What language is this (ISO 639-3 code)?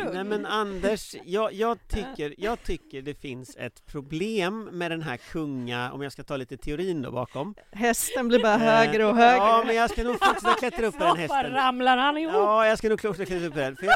swe